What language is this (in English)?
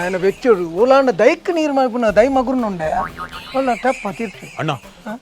Tulu